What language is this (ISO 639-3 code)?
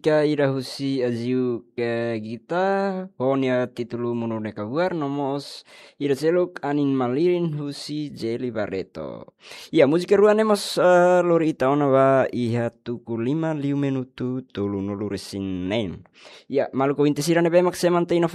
tet